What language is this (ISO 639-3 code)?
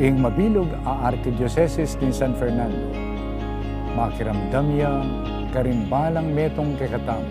pam